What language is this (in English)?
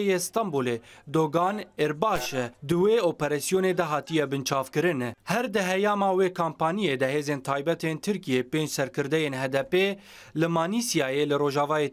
Kurdish